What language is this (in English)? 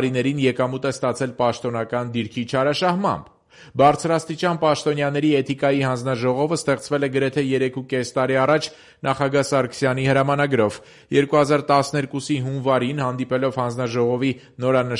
Armenian